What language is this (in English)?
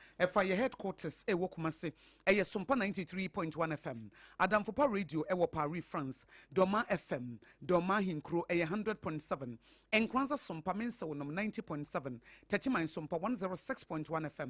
Akan